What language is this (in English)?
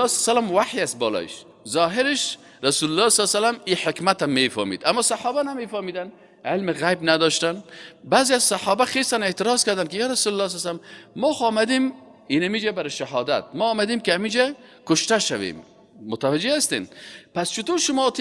Persian